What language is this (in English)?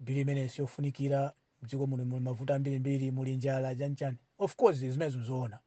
Nyanja